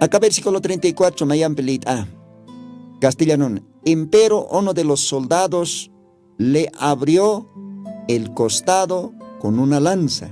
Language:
Aymara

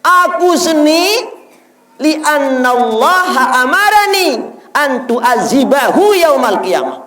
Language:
Sasak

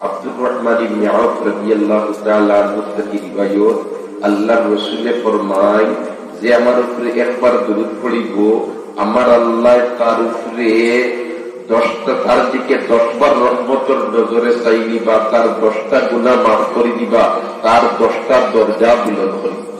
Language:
Sylheti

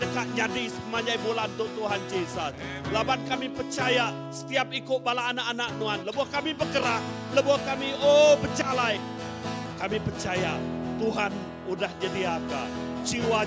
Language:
Iban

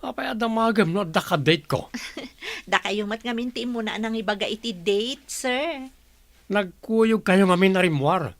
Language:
Iloko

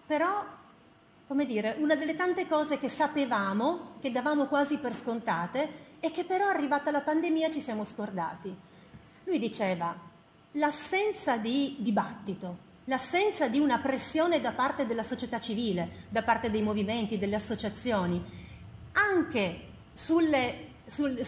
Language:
Italian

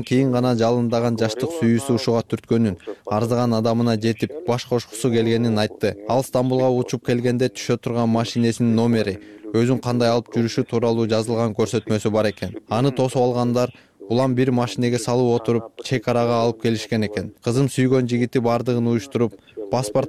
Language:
Kyrgyz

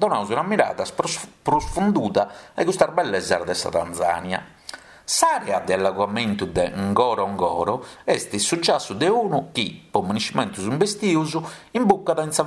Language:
Sardinian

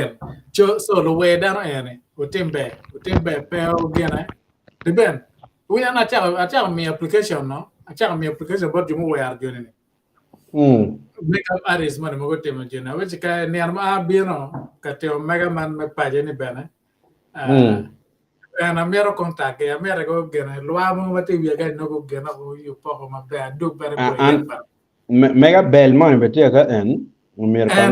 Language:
Acoli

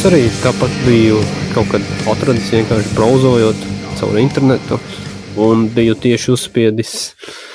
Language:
Latvian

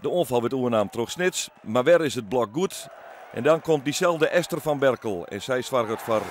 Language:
Western Frisian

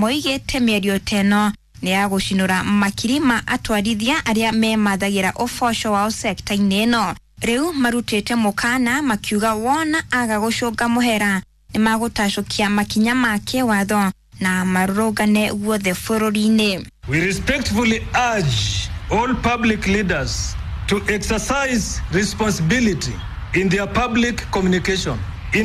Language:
Kikuyu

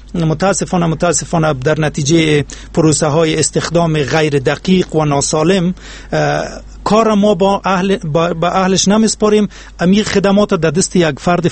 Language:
Persian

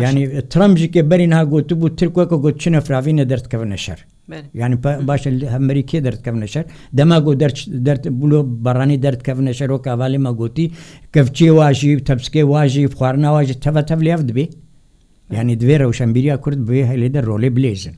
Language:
Kurdish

